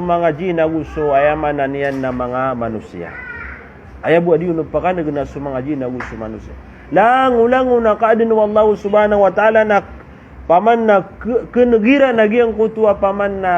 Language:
Maranao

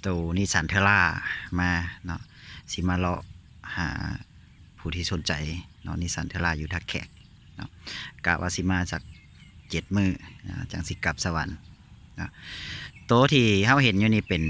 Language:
Lao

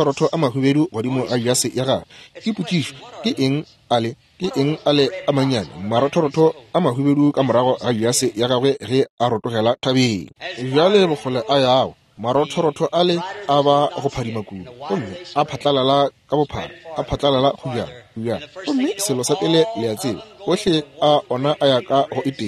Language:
Northern Sotho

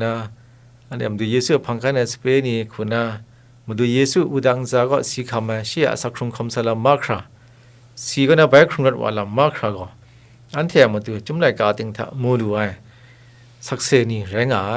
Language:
Kachin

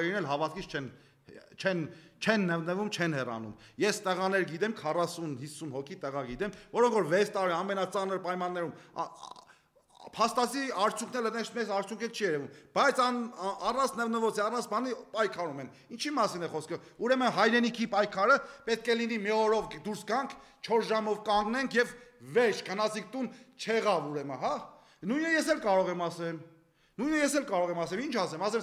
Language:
Armenian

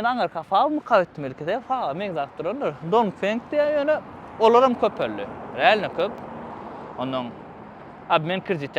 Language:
Turkmen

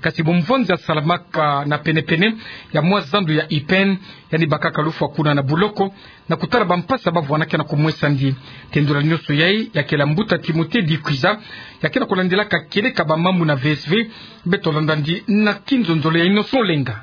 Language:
Kituba (Democratic Republic of Congo)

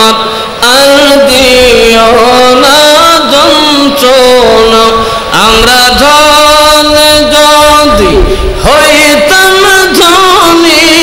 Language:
Bangla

